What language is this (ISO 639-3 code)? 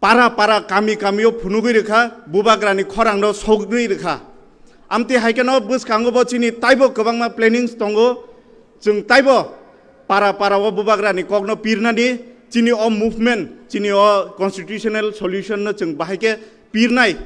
trp